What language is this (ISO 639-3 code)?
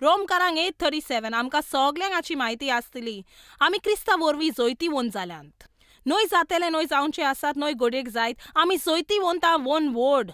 kok